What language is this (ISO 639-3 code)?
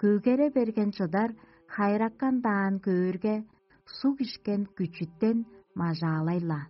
tyv